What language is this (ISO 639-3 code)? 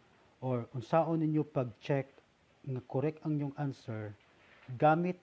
ceb